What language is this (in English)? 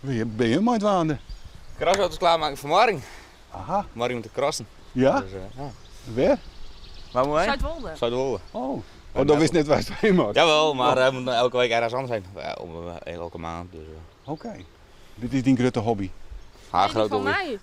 Western Frisian